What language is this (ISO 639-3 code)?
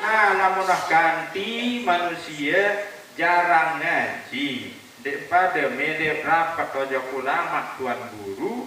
sas